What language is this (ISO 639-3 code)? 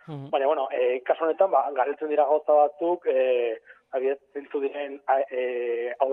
eus